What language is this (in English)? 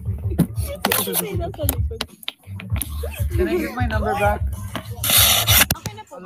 Filipino